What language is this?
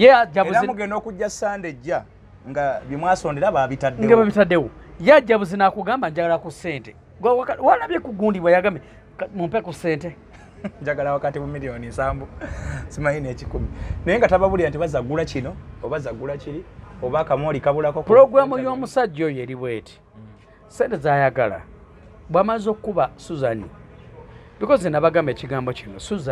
Ganda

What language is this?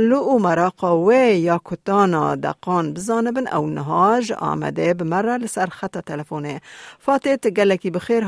Kurdish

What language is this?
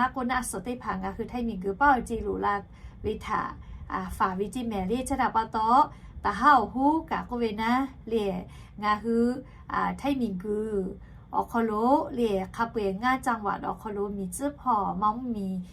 Lahu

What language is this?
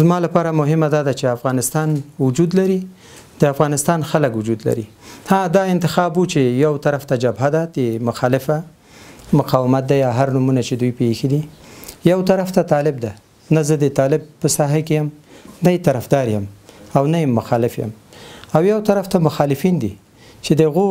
Pashto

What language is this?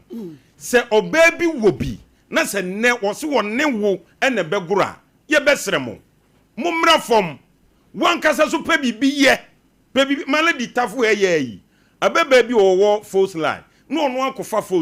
Akan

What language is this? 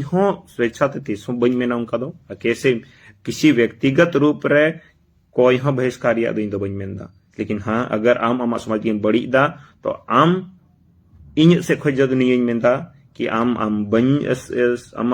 Santali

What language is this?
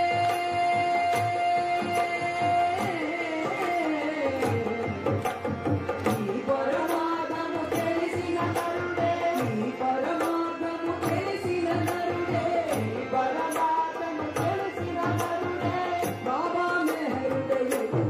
Telugu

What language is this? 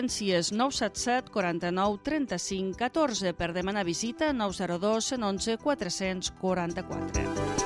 Catalan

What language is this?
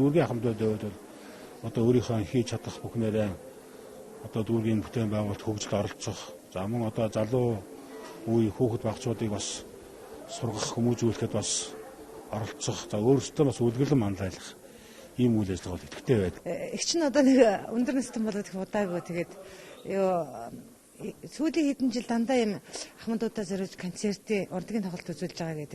Mongolian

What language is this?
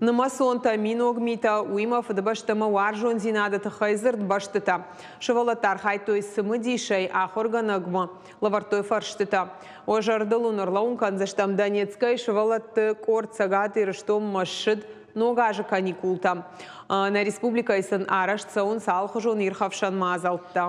Ossetic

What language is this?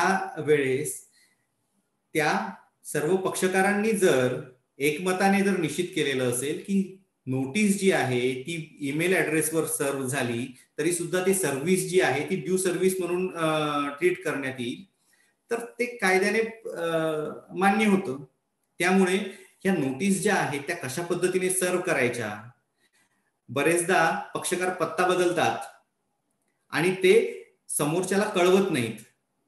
Marathi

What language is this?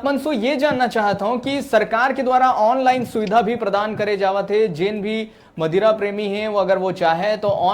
Chhattisgarhi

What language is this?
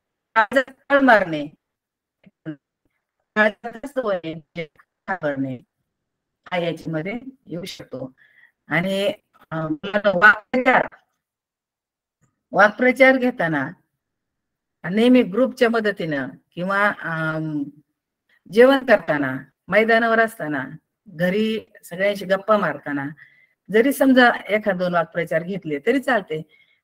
Marathi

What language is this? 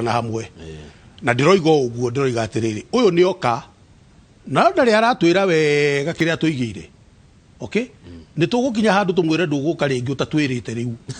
Kikuyu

